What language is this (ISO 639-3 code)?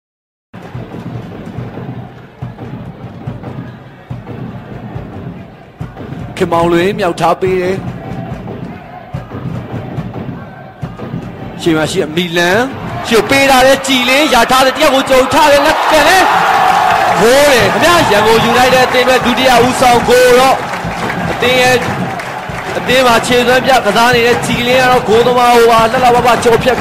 mya